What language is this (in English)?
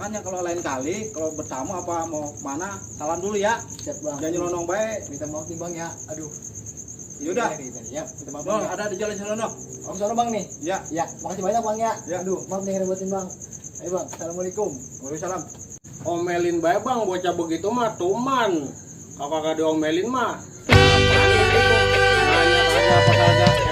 Betawi